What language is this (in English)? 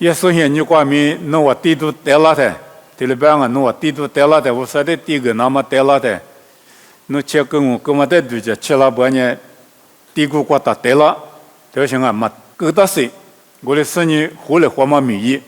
Lisu